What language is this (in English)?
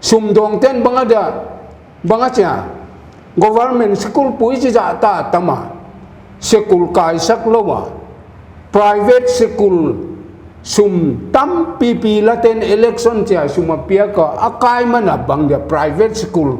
Paite Chin